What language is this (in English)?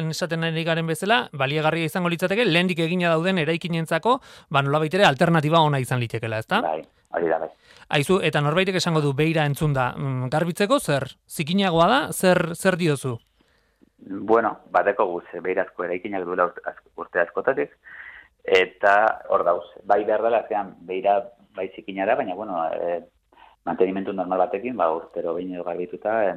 Basque